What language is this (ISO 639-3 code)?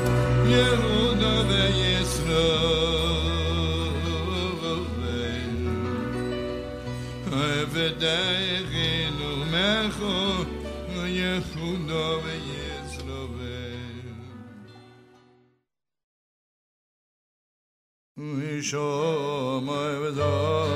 est